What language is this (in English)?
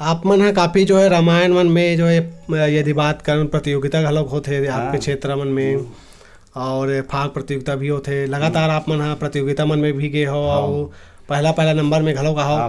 Chhattisgarhi